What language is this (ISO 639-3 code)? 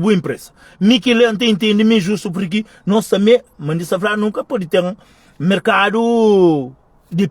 kea